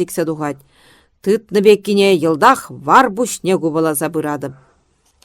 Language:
Chuvash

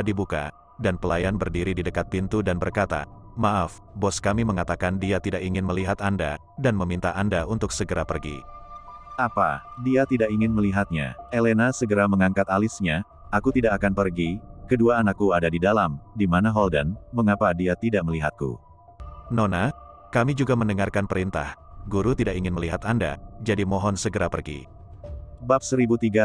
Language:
Indonesian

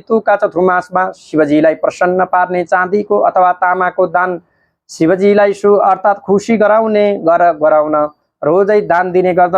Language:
Nepali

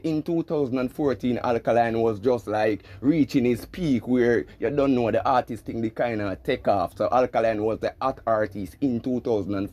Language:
Jamaican Creole English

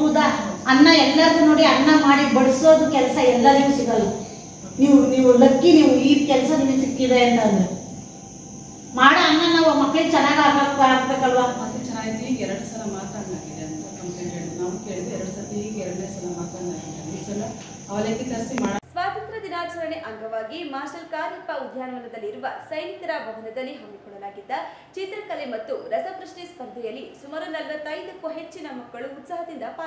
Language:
Kannada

